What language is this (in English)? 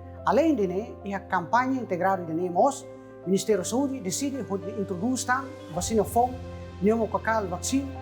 Tetum